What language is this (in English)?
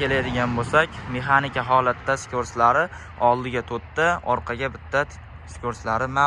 Uzbek